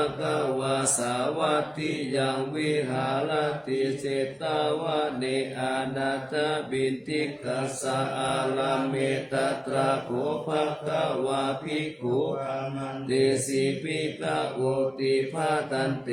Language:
Pali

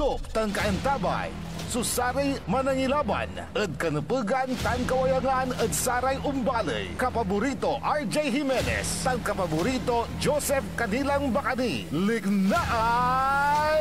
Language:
Pangasinan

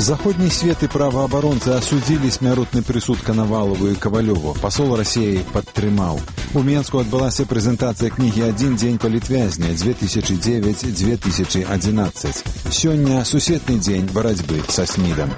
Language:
Belarusian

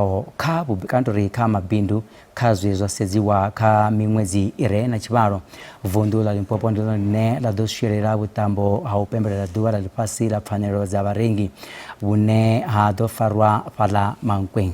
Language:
Venda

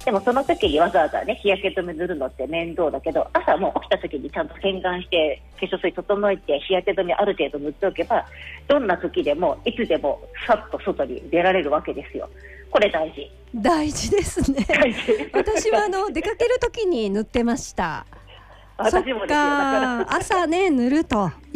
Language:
Japanese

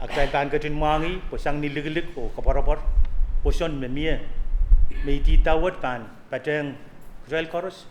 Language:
Pohnpeian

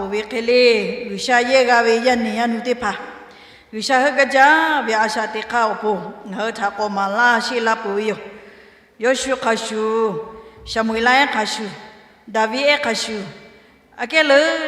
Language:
Lahu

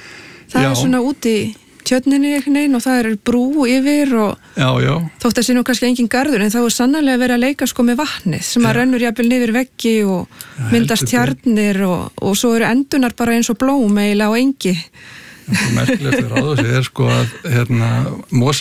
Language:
Icelandic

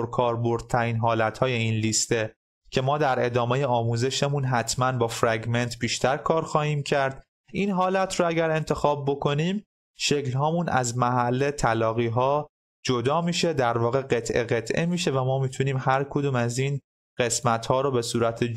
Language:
Persian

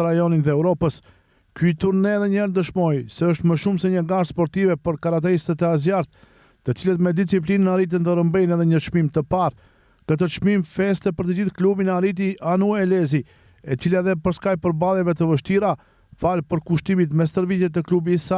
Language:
Albanian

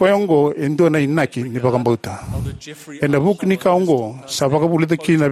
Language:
Fijian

